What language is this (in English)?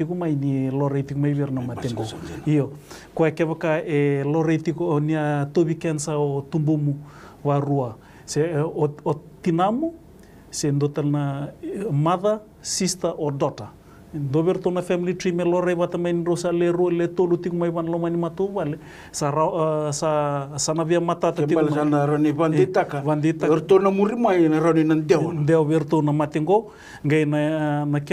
Fijian